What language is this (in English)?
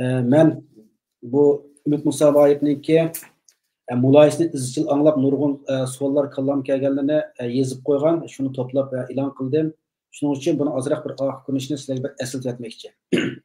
Uyghur